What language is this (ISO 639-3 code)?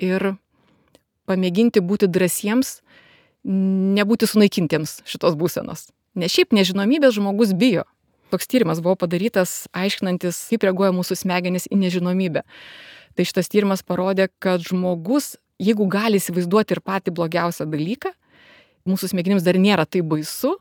lit